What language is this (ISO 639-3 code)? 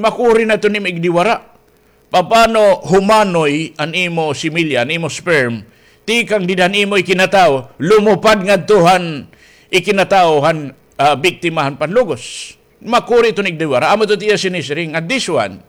war